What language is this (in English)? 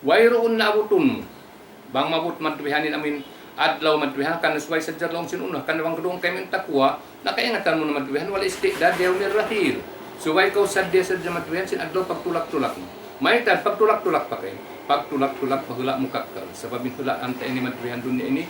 Tausug